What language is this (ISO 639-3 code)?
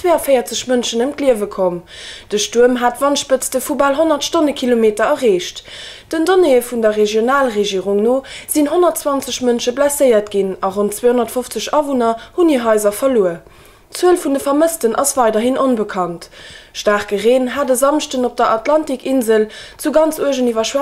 ltz